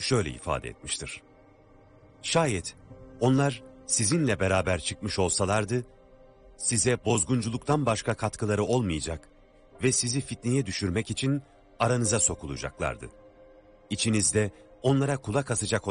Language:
Turkish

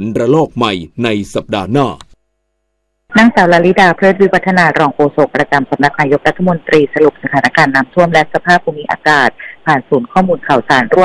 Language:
Thai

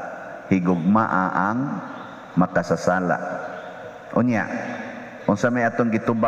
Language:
Cebuano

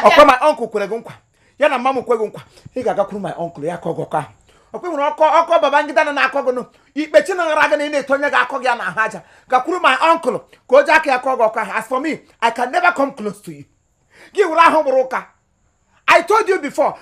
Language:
Igbo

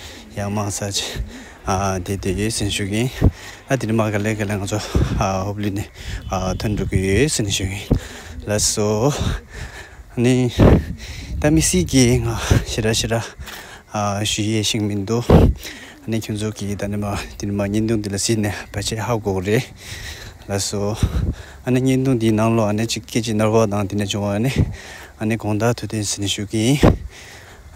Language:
Tibetan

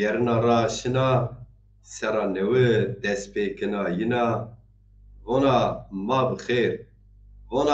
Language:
Zaza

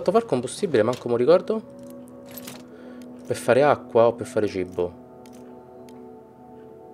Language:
Italian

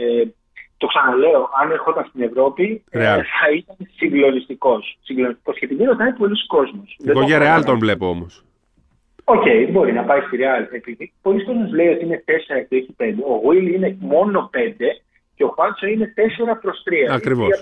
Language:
Greek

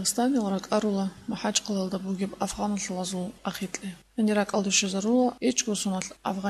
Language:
Avaric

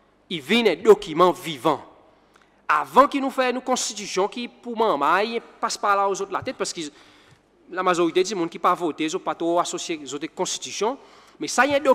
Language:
Seselwa Creole French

